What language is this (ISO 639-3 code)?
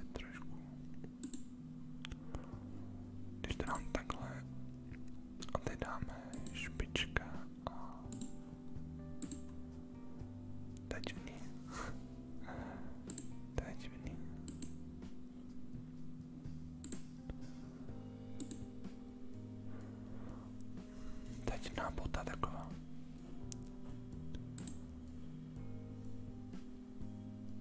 ces